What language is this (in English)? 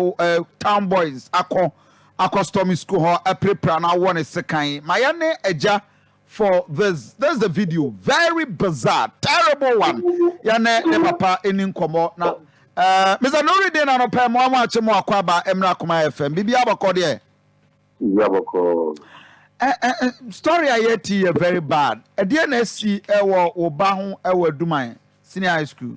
Akan